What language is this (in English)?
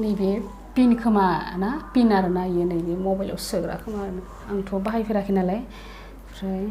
Bodo